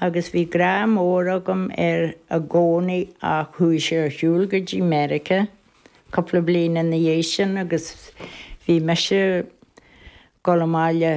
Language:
Irish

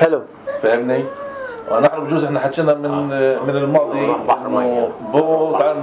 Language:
North Levantine Arabic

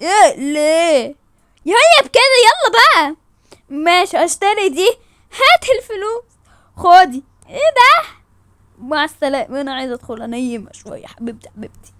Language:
Egyptian Arabic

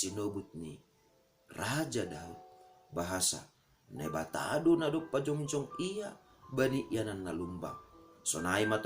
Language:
Batak Simalungun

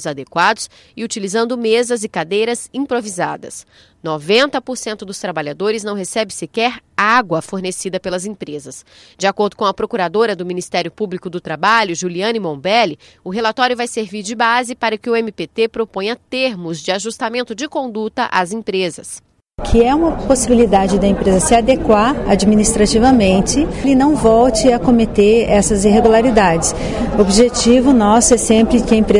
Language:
Portuguese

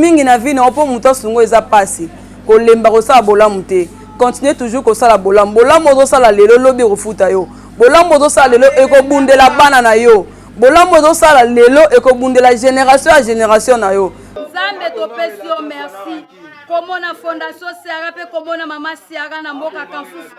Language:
Lingala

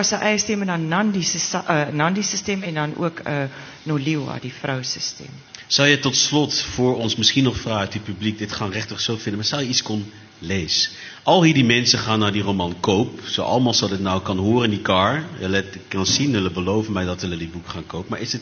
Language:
Afrikaans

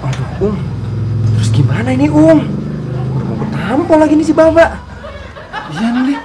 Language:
Betawi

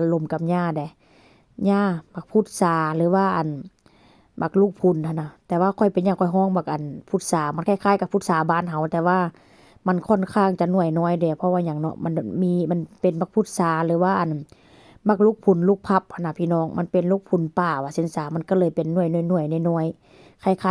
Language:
Lao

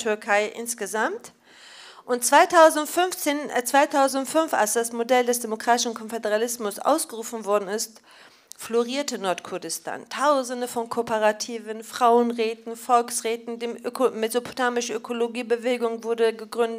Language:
German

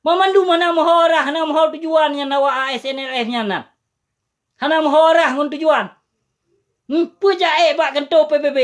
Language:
Achinese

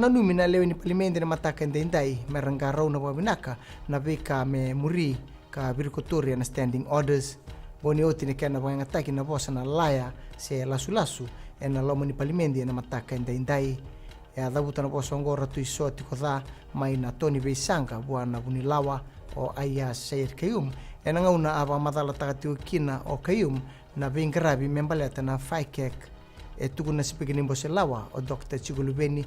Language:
Fijian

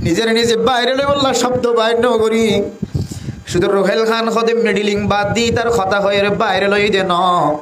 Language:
Rohingya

